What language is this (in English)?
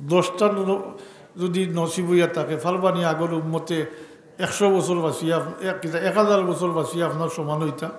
Sylheti